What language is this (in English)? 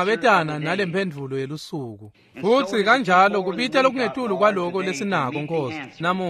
Swati